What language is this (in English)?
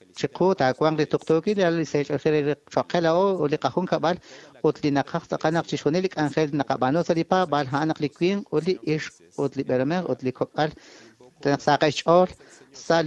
Kekchí